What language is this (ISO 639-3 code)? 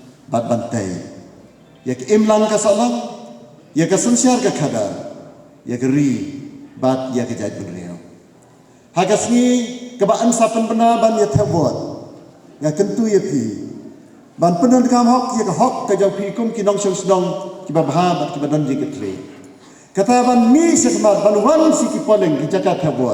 kha